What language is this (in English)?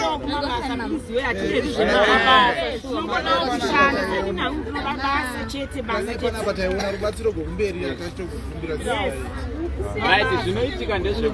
Shona